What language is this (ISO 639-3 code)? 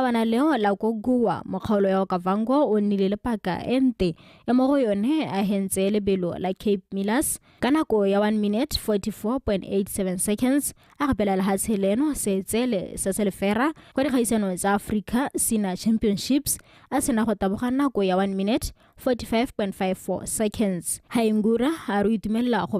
tsn